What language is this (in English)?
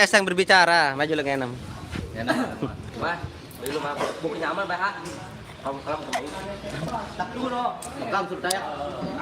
Sasak